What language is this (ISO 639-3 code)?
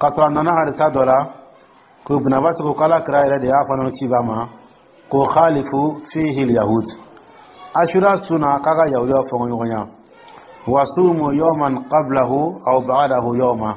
dyu